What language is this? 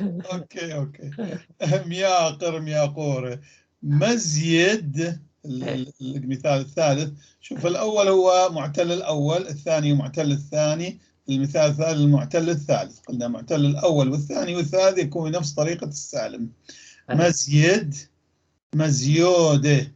North Levantine Arabic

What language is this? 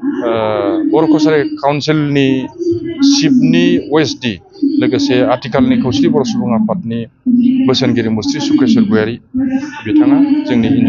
Bodo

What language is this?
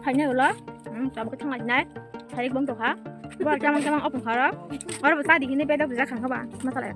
Kok Borok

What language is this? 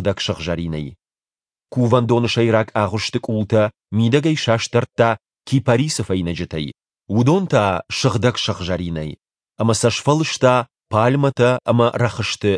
Ossetic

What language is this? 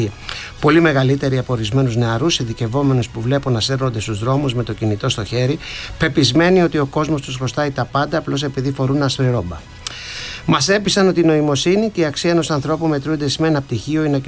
Greek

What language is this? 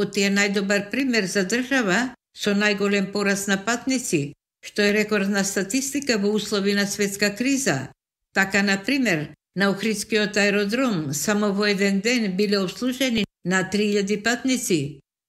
Macedonian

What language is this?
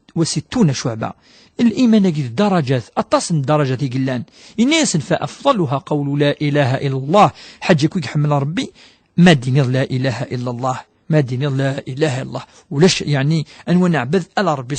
Kabyle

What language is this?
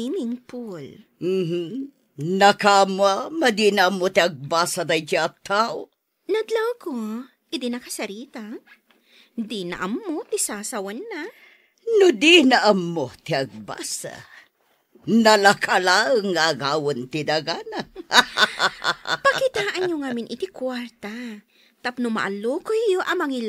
Iloko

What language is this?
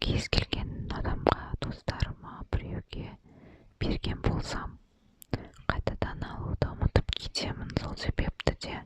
Kazakh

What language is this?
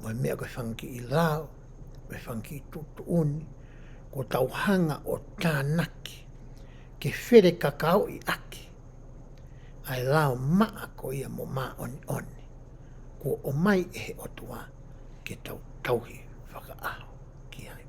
Tongan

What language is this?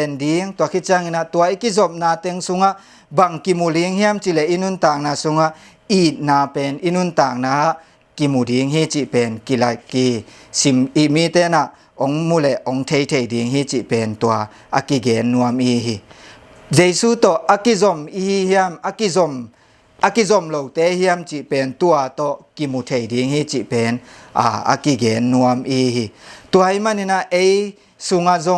Tedim Chin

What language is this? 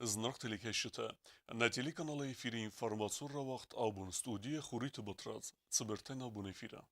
Ossetic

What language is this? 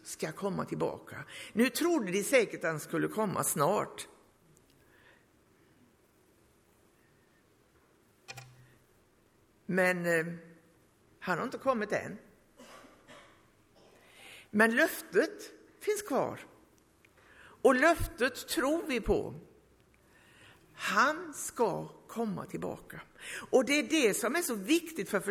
Swedish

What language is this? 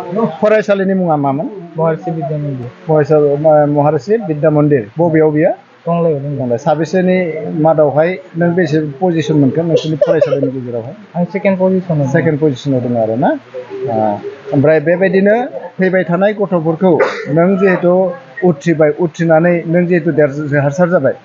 Bodo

